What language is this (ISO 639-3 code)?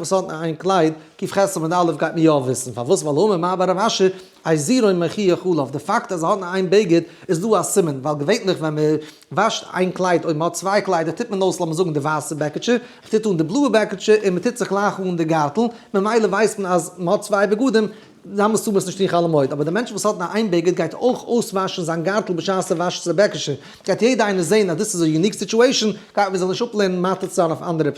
yid